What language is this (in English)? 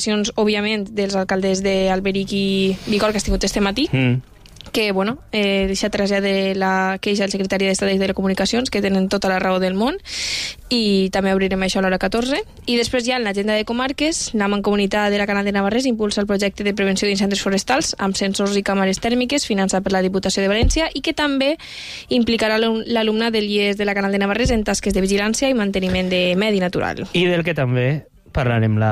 Catalan